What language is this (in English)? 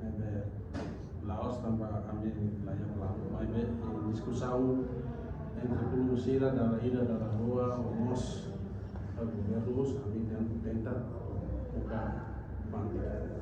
Tetum